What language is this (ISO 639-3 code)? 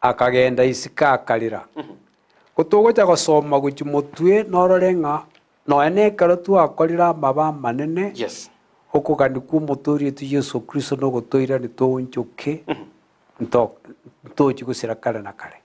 guz